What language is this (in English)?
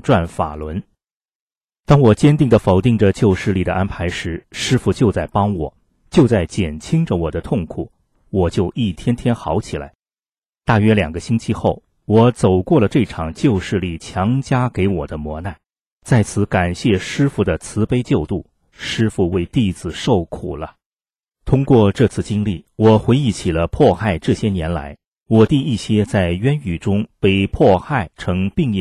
Chinese